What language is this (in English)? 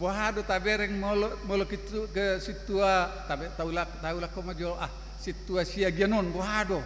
Batak Toba